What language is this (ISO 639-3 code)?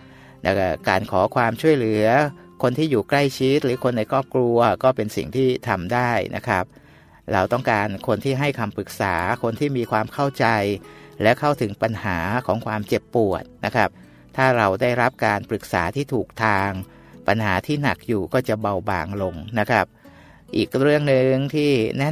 tha